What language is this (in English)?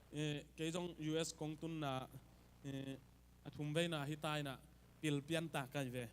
Tedim Chin